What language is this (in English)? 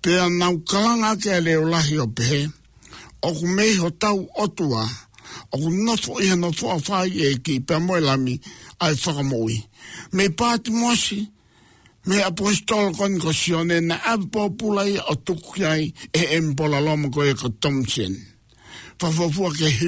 Tongan